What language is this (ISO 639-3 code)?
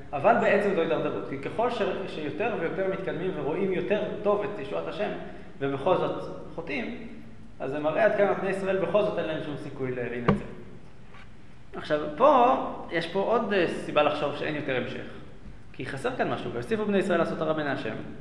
heb